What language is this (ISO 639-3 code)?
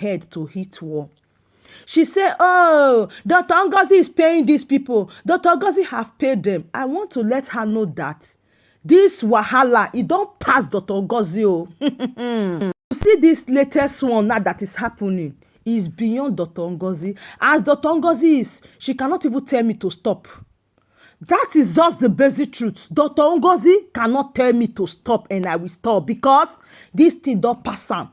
pcm